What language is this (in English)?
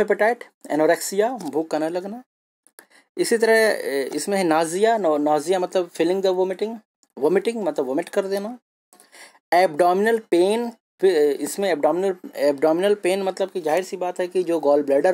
Hindi